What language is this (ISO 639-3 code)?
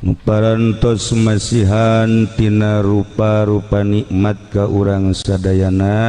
sun